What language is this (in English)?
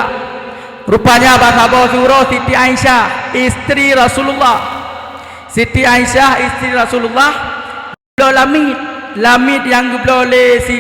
Achinese